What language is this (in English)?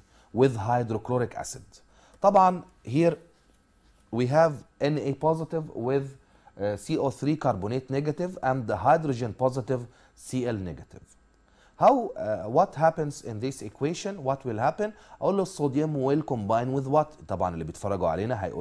Egyptian Arabic